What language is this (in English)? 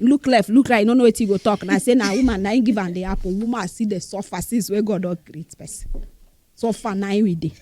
Nigerian Pidgin